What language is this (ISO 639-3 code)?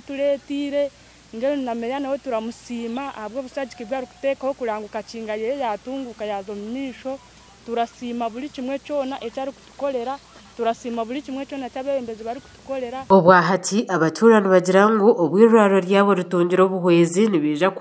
nyn